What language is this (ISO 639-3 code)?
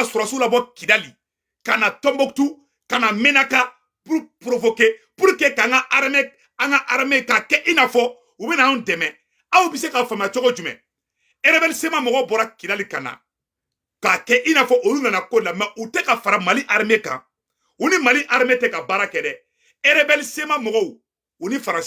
bam